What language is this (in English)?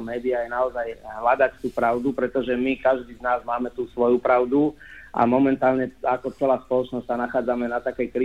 Slovak